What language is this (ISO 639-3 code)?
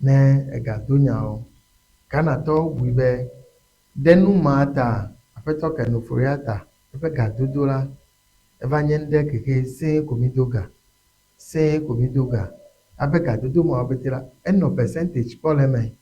ewe